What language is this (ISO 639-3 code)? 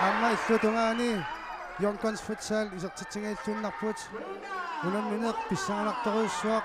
kal